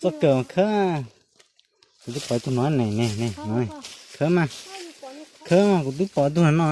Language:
Hmong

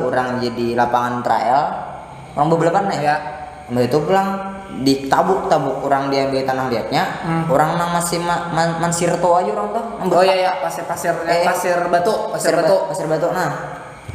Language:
Banjar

